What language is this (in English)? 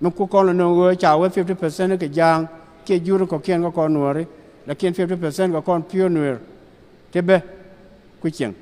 Nuer